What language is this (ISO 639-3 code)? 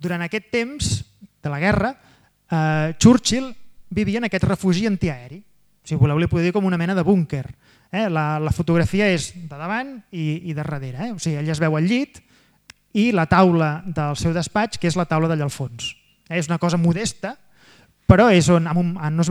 cat